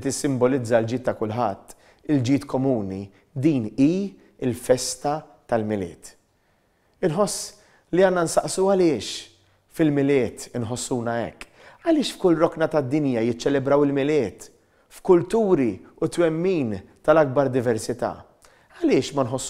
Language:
Maltese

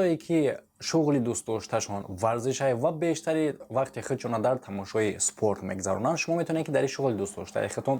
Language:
Tajik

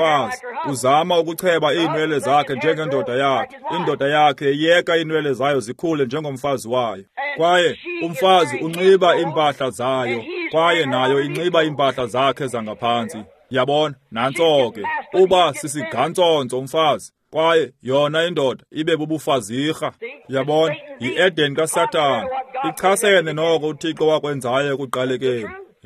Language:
Xhosa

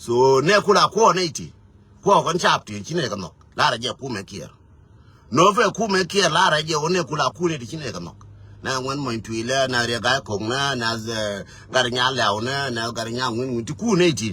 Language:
Nuer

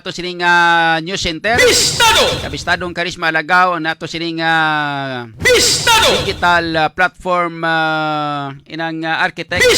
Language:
Hiligaynon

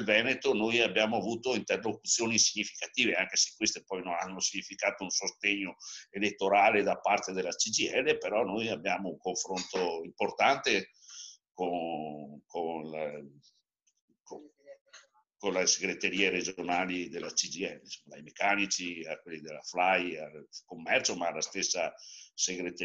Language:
Italian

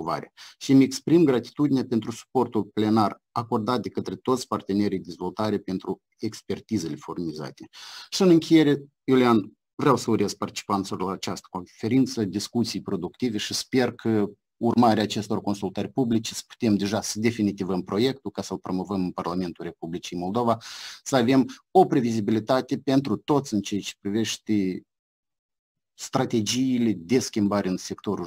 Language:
Romanian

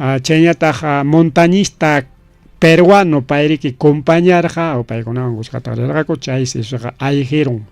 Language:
Ayacucho Quechua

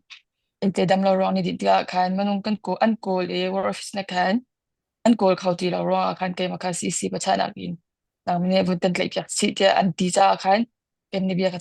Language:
Hakha Chin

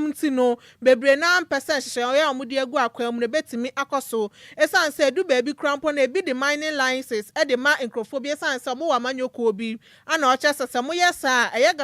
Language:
Akan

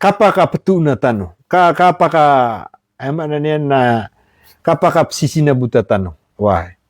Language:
Maranao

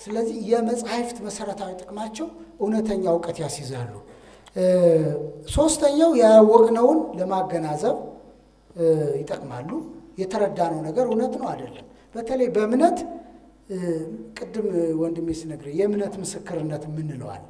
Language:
Amharic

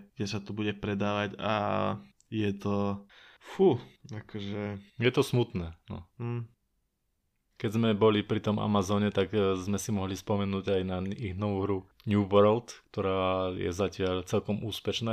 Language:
Slovak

